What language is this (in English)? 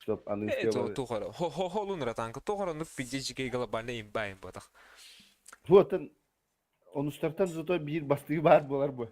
Yakut